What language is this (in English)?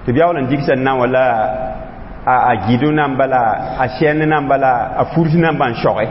Mossi